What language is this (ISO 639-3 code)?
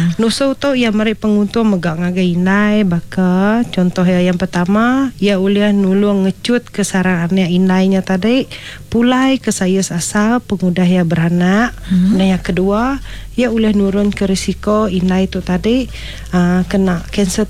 iba